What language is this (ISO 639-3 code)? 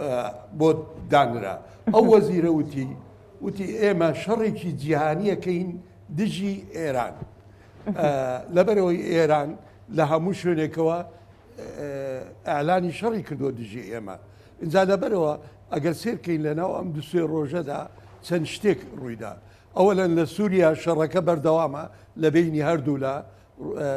ckb